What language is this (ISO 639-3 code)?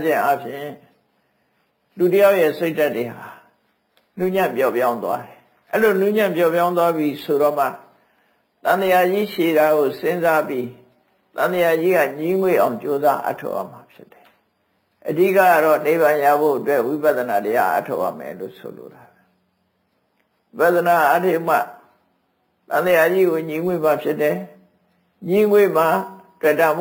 mya